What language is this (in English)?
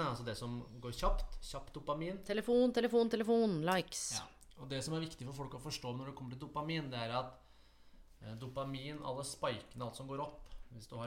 Norwegian